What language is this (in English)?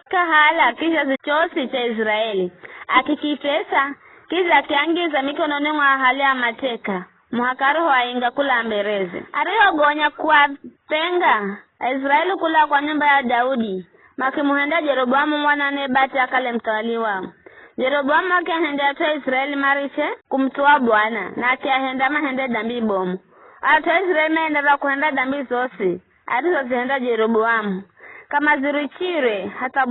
Giryama